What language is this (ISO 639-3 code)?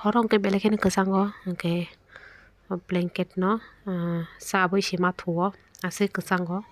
trp